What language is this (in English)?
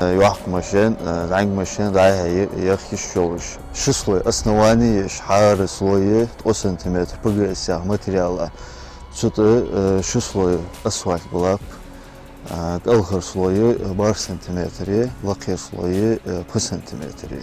Ingush